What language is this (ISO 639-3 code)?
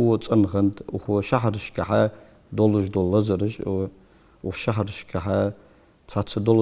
inh